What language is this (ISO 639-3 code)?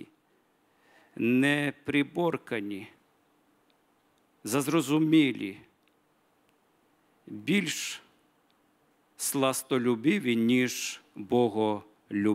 ukr